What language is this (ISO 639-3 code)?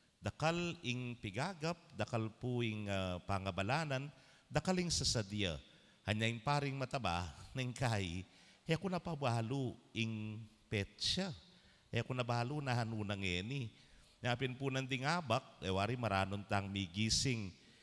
pam